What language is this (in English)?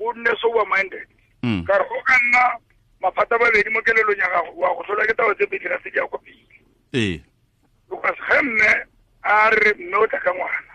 Tswana